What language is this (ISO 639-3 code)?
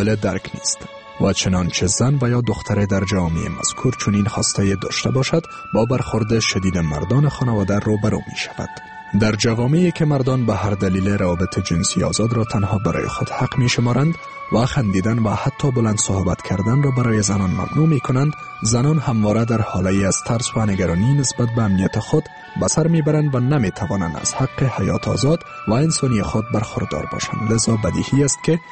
fas